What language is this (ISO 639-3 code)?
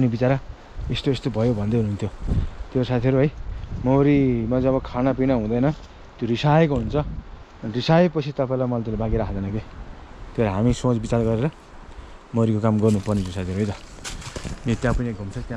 nep